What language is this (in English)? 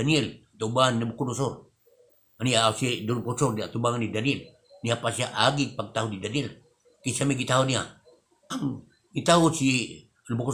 Cebuano